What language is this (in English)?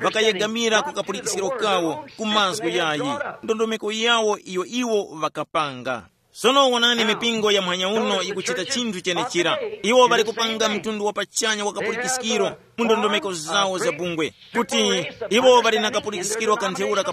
Tumbuka